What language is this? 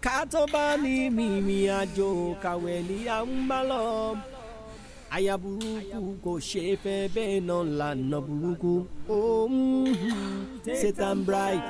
Yoruba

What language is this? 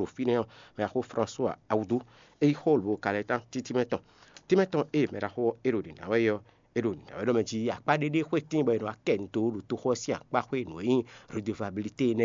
Fon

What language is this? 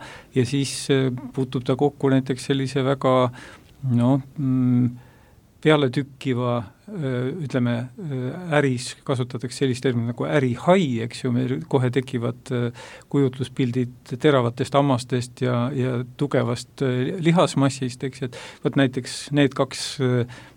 Estonian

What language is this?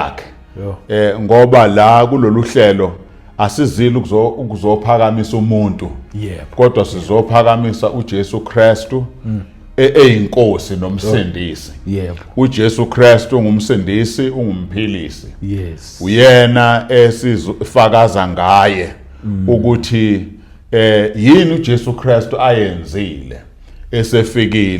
Zulu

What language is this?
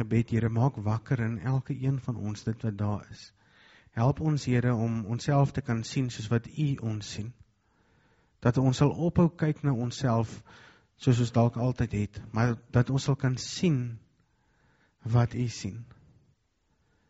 Afrikaans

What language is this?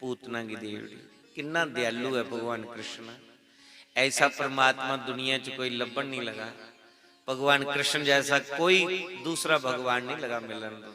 Dogri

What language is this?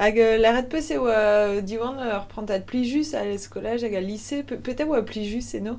Breton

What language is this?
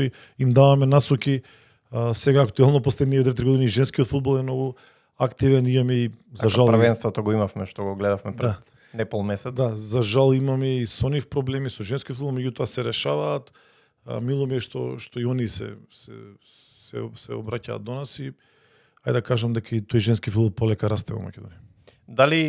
Macedonian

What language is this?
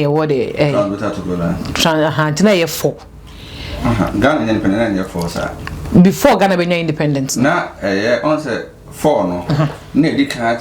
Akan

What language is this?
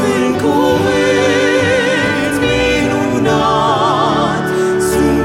Romanian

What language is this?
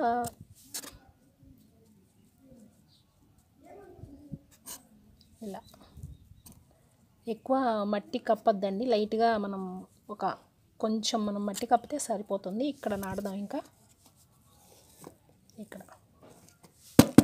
Telugu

